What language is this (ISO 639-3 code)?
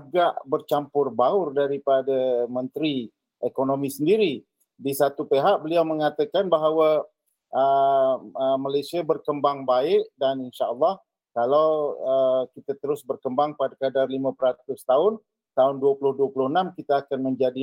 msa